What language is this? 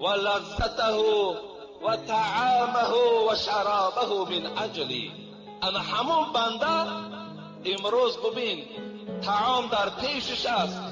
Tajik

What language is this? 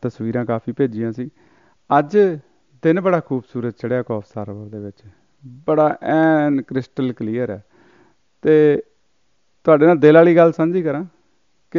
Punjabi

